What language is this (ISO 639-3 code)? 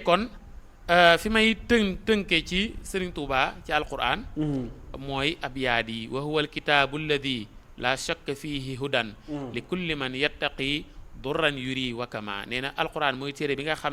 wol